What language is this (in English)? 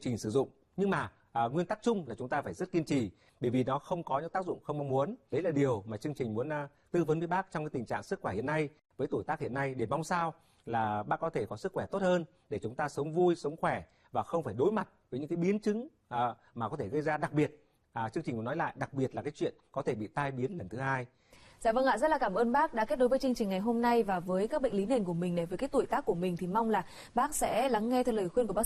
Vietnamese